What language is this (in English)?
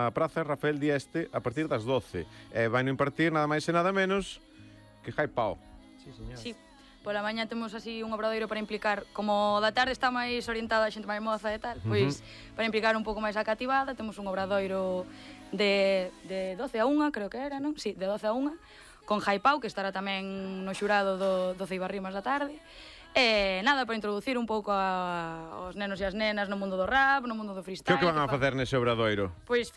Galician